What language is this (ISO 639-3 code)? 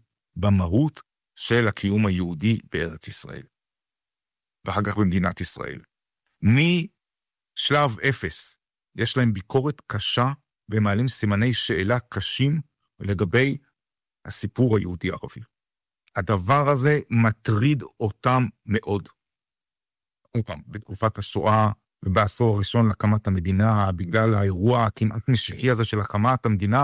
heb